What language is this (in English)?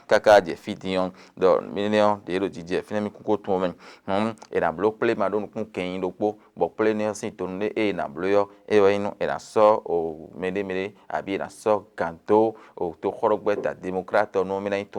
Fon